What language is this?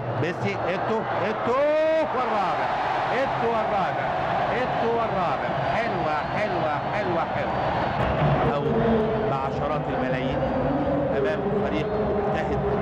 Arabic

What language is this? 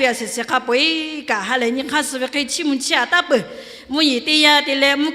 Lahu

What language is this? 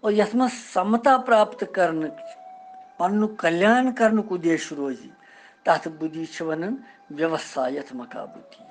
Kashmiri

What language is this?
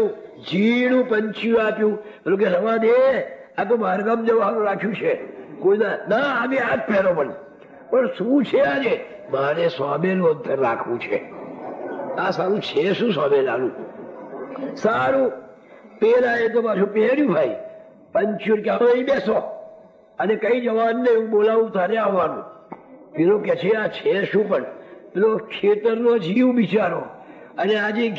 Gujarati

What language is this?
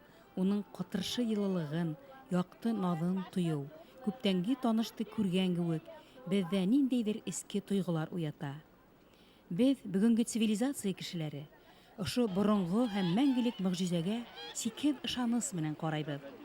Bashkir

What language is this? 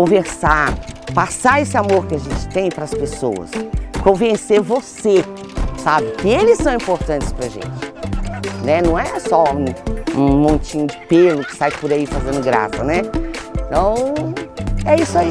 Portuguese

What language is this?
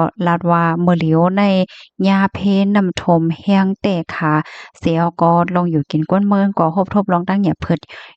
Shan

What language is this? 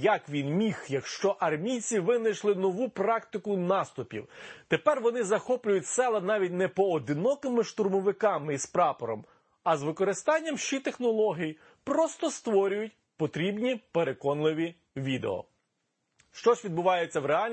Ukrainian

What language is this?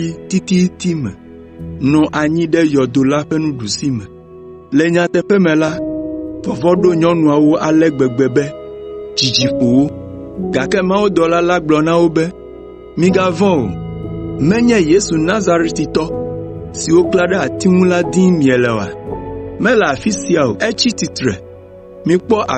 Ewe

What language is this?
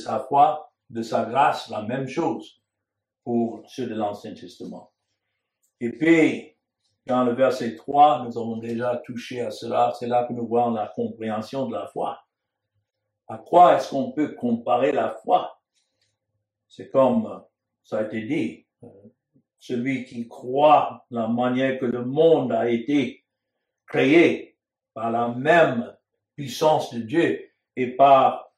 French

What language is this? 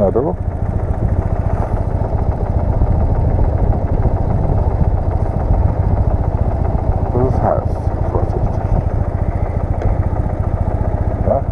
German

